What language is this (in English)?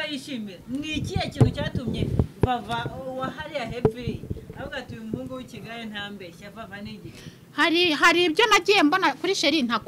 Kinyarwanda